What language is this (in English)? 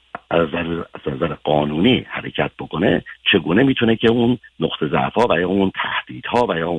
Persian